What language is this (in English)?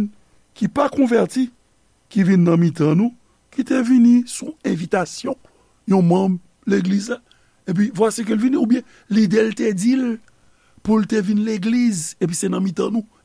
Haitian Creole